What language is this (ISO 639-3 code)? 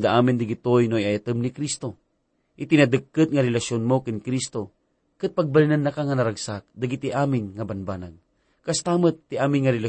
ilo